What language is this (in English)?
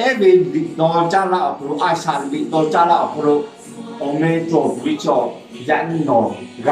Lahu